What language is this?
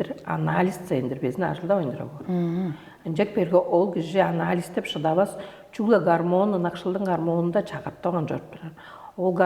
Tuvinian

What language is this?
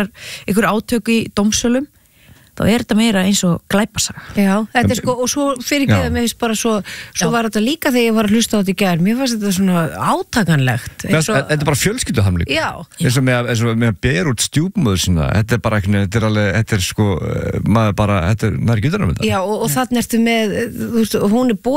Icelandic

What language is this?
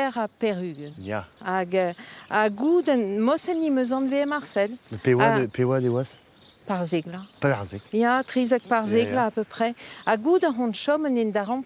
Breton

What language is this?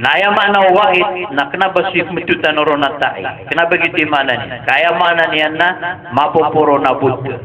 Maranao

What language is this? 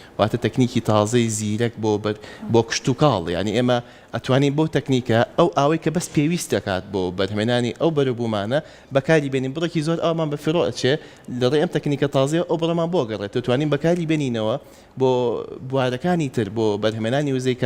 Central Kurdish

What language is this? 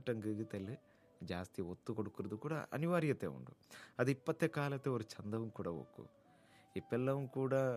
Kannada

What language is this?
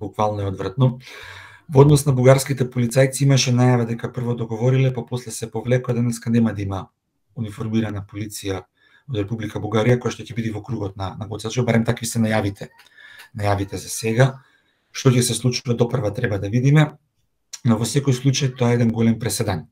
Macedonian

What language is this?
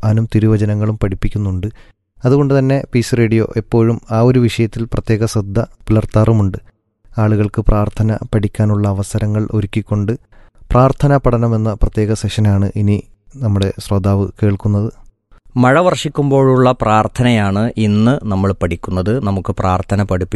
Malayalam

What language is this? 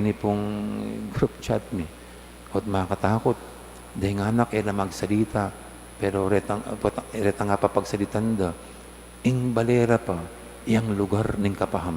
Pampanga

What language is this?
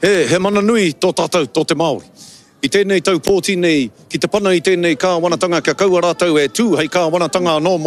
Māori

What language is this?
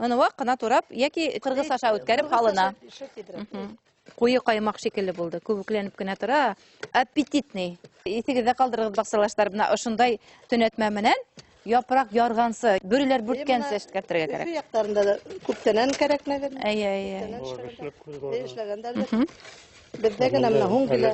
Bashkir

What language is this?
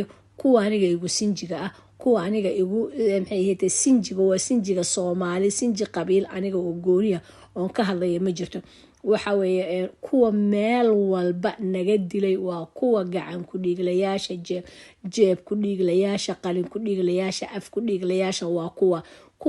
Somali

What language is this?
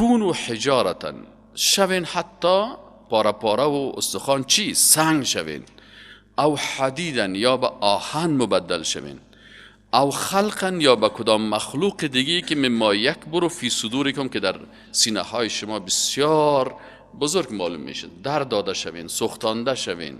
Persian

